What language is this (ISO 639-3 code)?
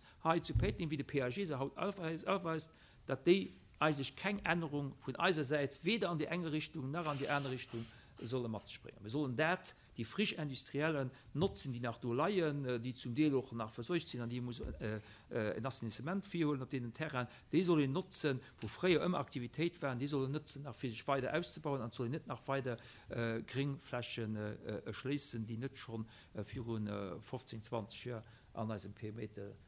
ltz